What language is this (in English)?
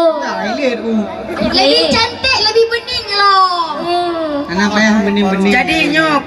Achinese